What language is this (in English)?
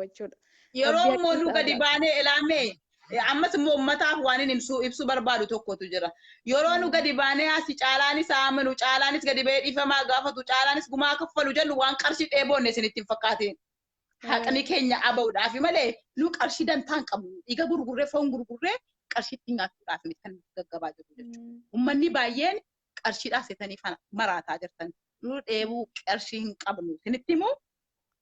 Oromo